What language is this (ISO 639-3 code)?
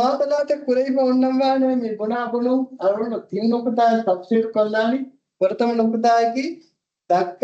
div